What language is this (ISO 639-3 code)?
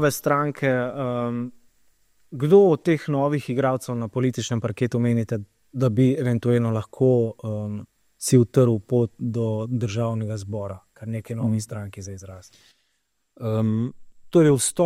slv